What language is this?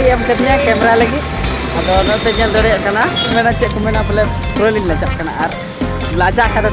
Santali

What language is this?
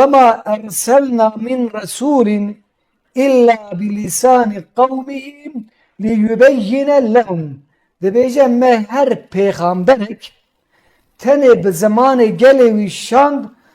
Kurdish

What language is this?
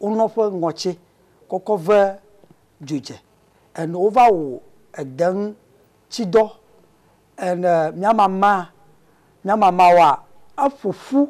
Ewe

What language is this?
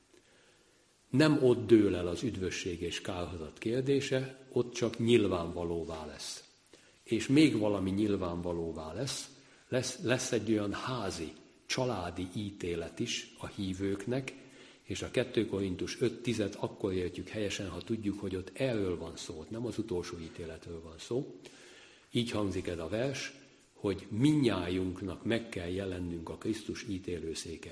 Hungarian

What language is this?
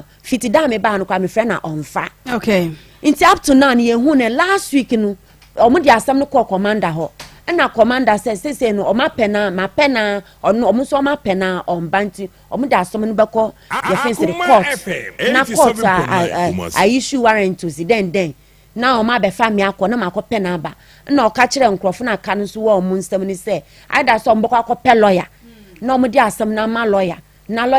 Akan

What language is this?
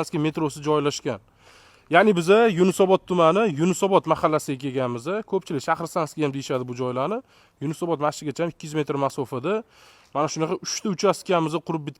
Uzbek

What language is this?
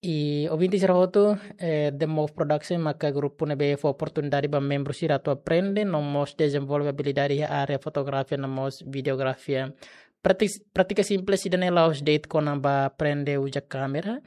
Tetum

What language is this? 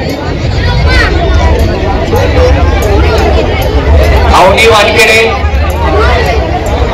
Marathi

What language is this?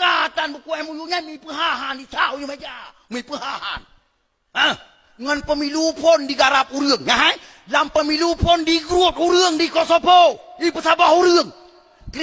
Achinese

